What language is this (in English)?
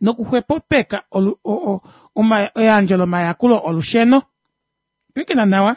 Kuanyama